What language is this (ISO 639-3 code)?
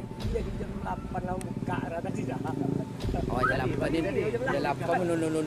min